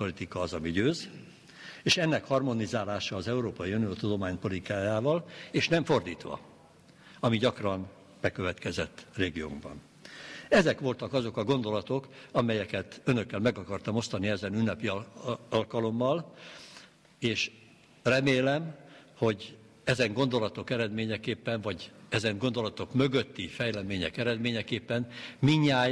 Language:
Hungarian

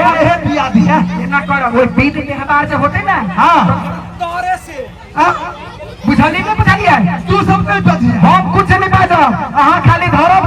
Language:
Maithili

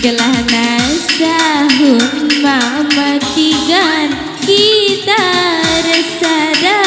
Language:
Batak Karo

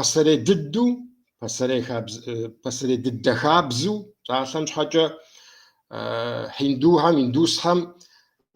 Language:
Kabardian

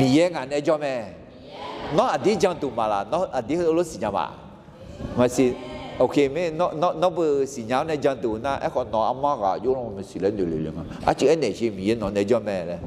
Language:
Akha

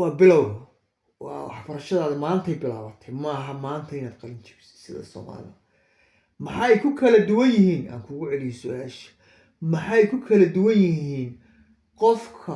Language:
Somali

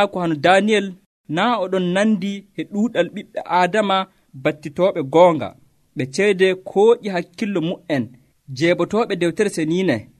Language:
Nigerian Fulfulde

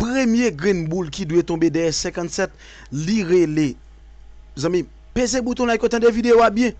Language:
Haitian Creole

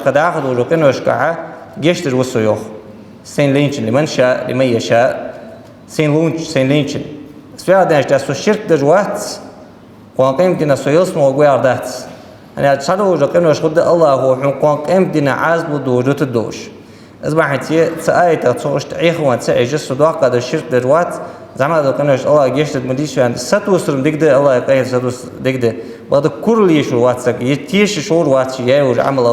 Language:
Ingush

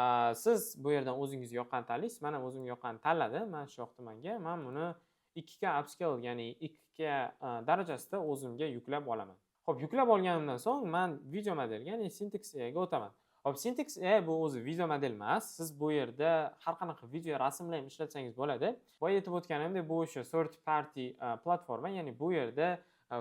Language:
Uzbek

